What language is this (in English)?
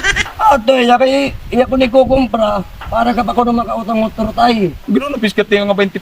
Waray